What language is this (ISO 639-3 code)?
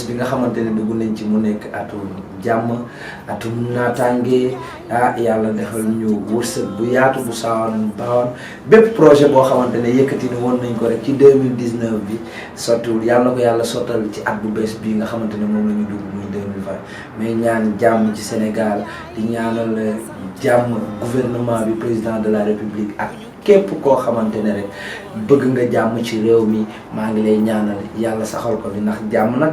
wol